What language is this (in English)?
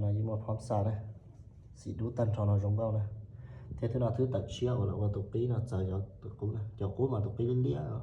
Hmong